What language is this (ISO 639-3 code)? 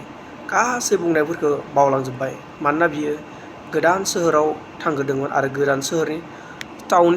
brx